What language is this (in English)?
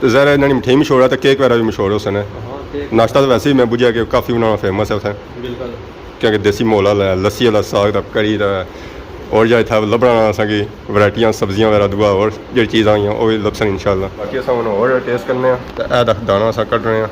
Pahari-Potwari